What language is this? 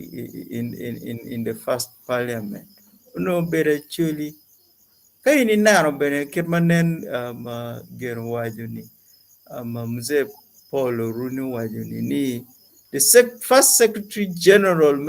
Acoli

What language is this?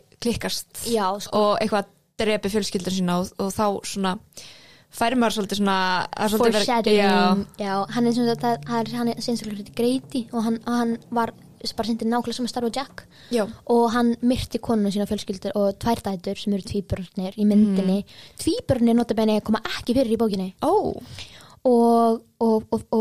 Icelandic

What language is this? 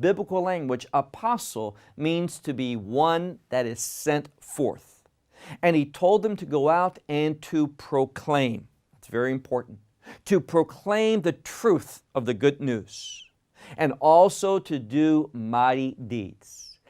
English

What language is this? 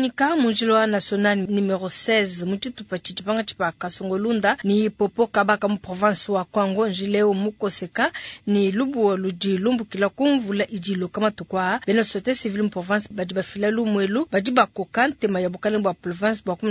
Luba-Lulua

